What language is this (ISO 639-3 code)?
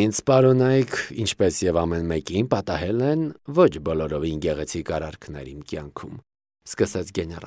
hye